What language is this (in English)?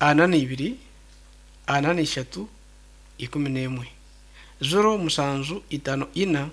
Nyankole